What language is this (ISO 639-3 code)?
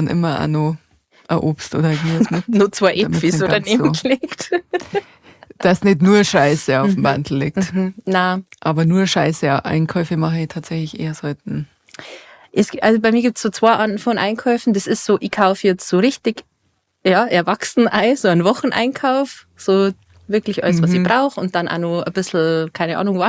bar